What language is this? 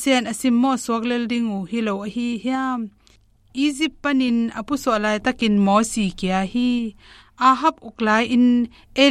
Tedim Chin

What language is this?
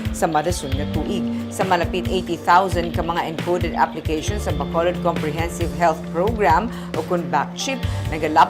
Hiligaynon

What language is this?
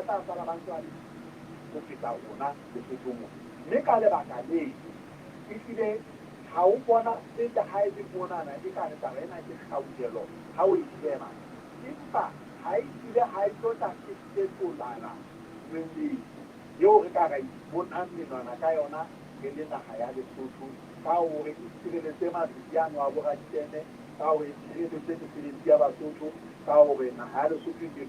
Southern Sotho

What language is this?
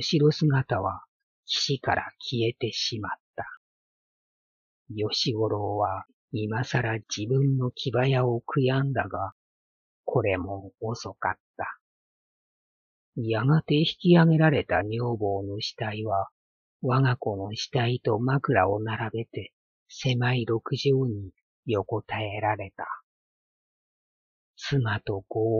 Japanese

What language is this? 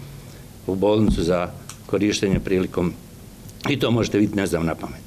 Serbian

